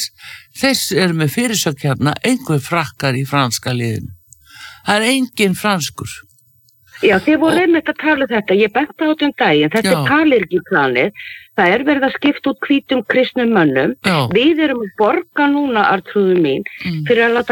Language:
Icelandic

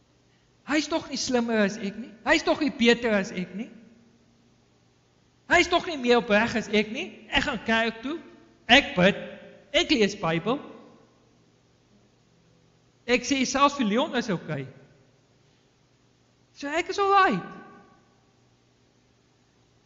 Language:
Afrikaans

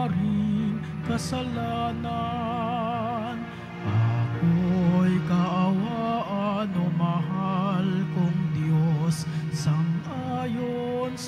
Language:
Filipino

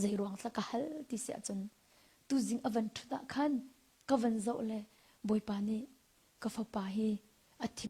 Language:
Hakha Chin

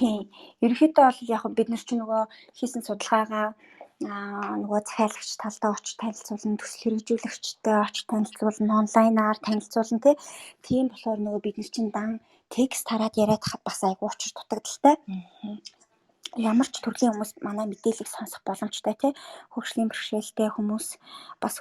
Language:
Mongolian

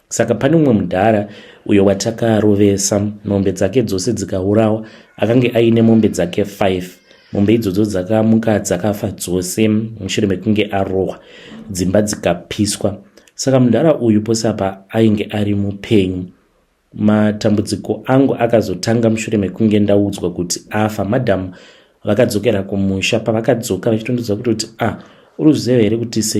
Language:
Shona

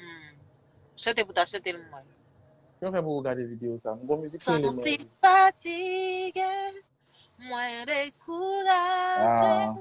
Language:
Haitian Creole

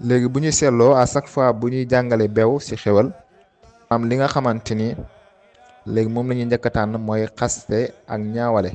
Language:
Wolof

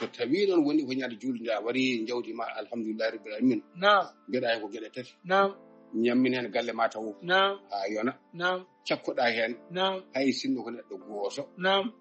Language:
Fula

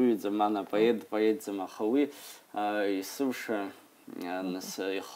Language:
Abkhazian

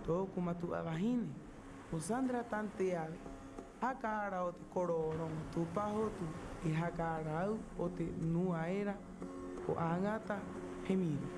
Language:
Rapanui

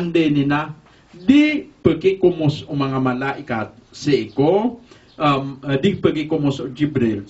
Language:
Maranao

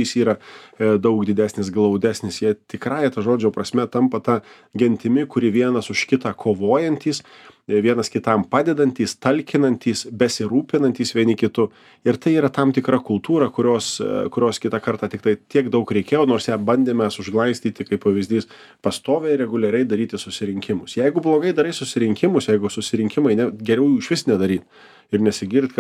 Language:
Lithuanian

